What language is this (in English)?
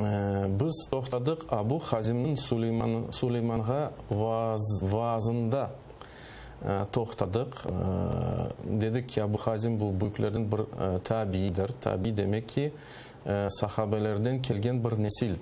Crimean Tatar